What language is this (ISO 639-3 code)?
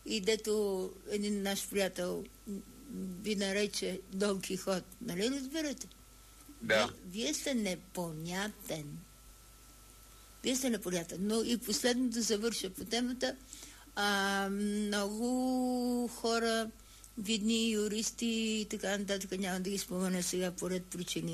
bul